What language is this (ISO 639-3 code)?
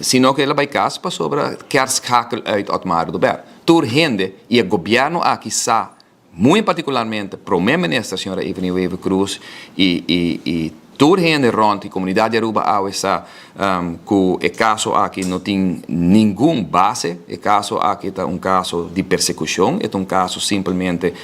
pap